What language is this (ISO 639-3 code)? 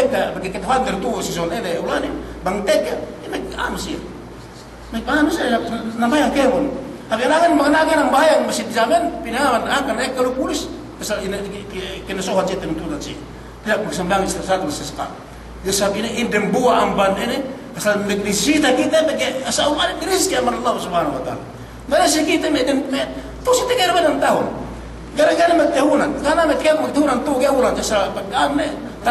yka